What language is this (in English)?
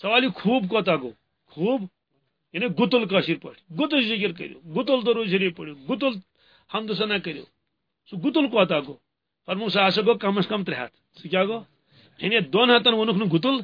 Kashmiri